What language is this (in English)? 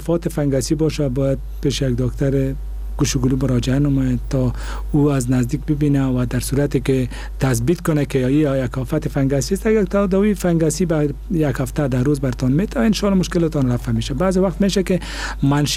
Persian